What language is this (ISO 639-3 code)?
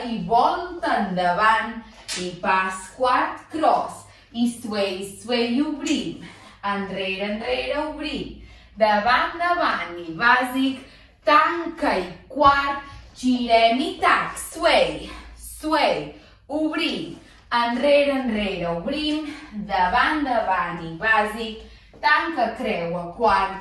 cat